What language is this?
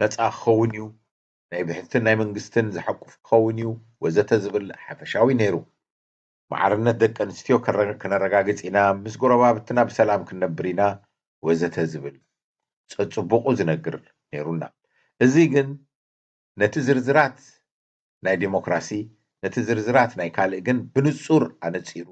Tigrinya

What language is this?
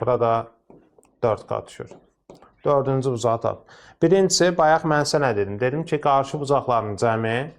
Azerbaijani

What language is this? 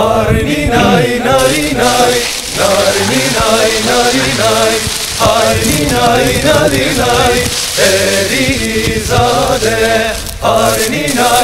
Zaza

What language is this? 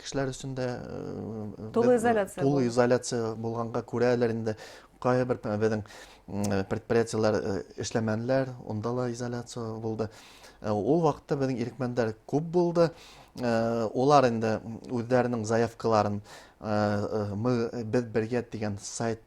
Bashkir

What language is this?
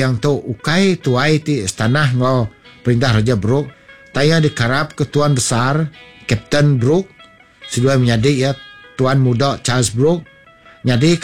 Iban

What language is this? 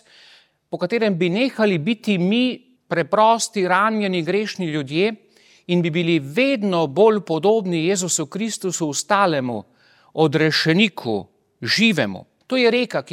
Slovenian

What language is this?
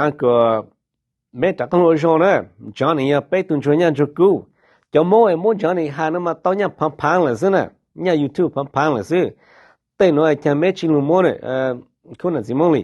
Hmong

